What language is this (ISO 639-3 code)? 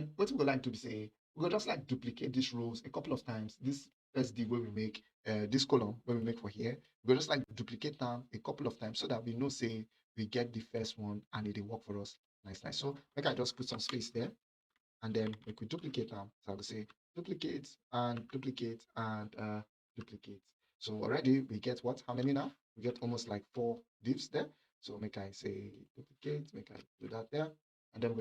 pcm